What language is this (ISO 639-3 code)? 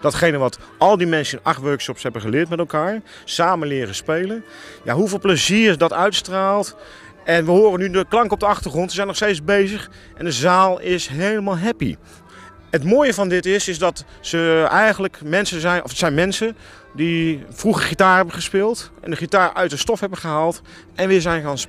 nld